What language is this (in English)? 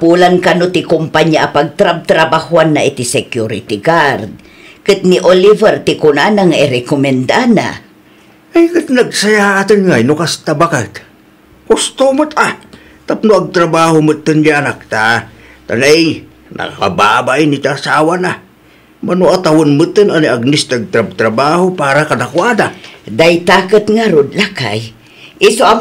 Iloko